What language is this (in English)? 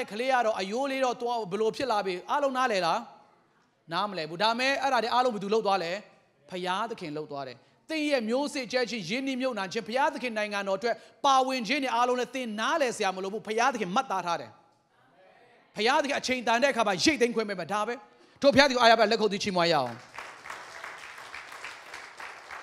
Burmese